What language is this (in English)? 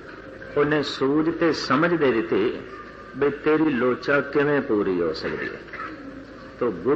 Punjabi